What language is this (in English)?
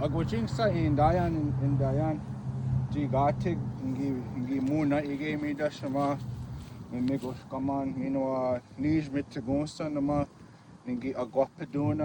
Chippewa